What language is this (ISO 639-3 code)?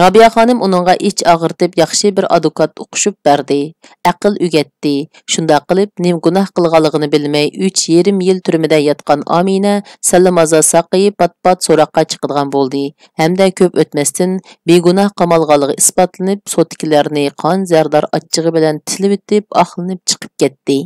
uig